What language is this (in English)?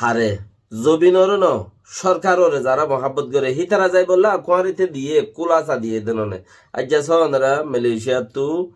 Rohingya